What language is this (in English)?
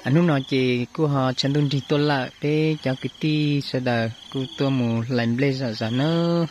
Hmong